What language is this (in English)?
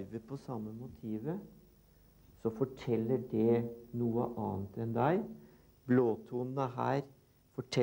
Norwegian